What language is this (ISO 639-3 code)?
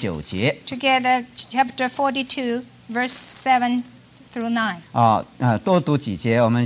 zho